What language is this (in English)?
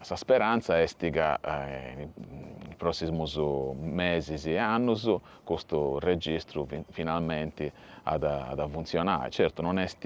Sardinian